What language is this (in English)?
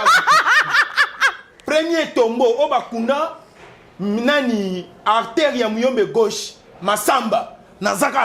Lingala